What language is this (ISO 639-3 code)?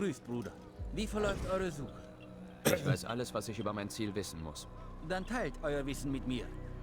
bar